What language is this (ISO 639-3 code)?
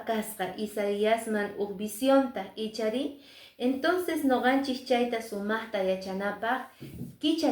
que